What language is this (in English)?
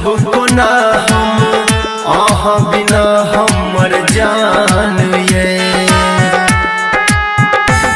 Maithili